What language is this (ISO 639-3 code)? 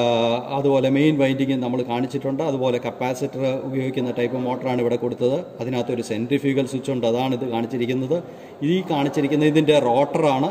mal